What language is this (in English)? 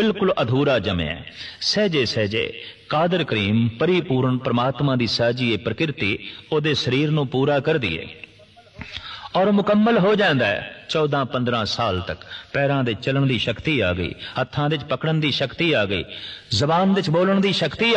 Punjabi